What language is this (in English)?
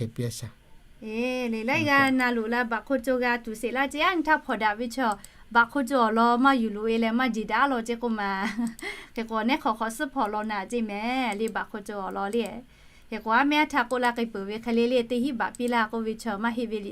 Lahu